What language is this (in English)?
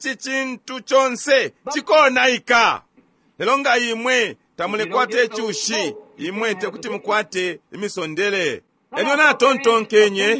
Bemba